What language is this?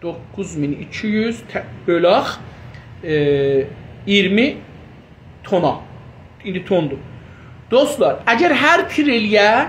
South Azerbaijani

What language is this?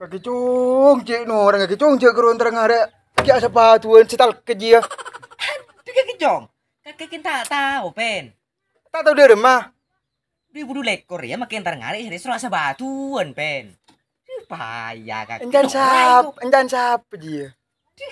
Madurese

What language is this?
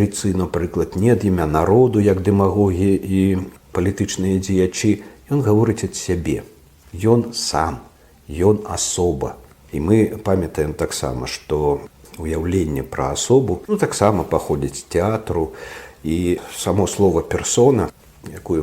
Belarusian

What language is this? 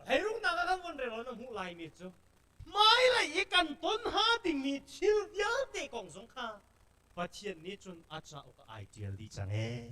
Hakha Chin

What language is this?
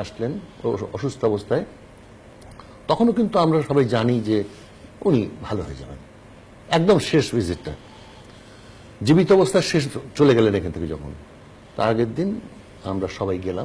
Bangla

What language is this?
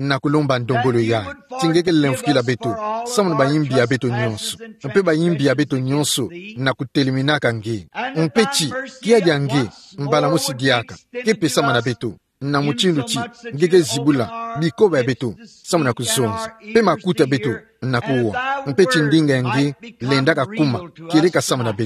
Kituba (Democratic Republic of Congo)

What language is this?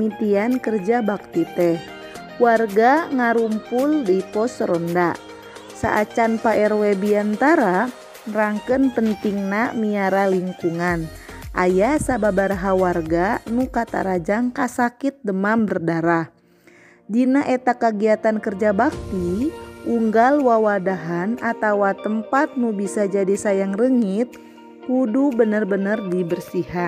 Sundanese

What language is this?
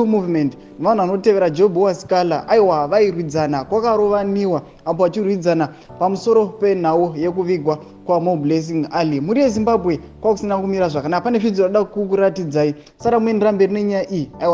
Shona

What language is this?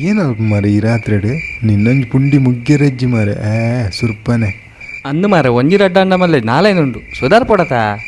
Tulu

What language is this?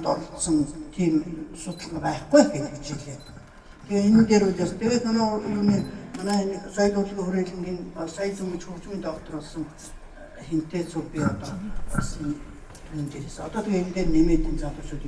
Mongolian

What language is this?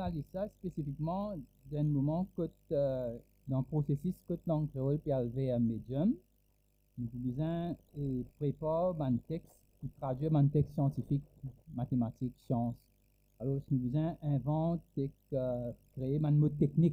Morisyen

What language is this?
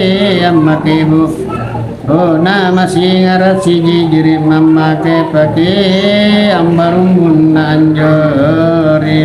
Makasar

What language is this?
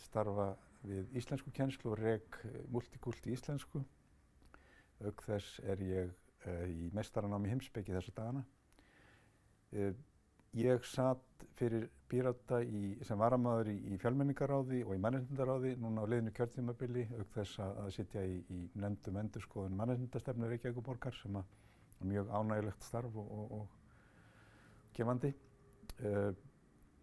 Icelandic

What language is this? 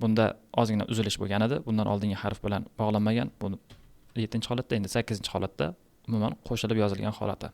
Uzbek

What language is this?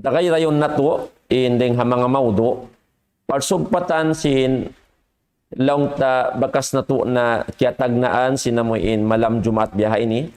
Tausug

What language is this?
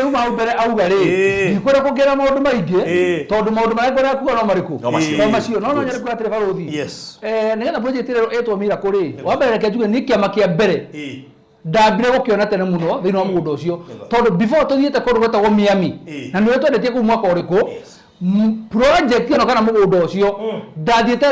Kikuyu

